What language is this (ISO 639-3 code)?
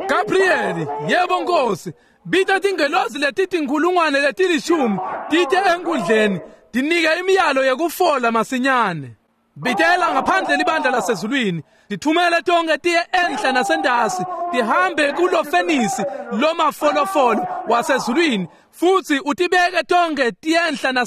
ssw